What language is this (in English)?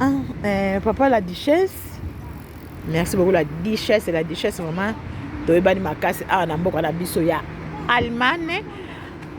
Lingala